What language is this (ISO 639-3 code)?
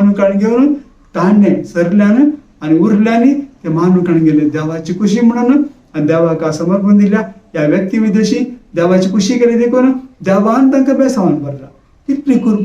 kok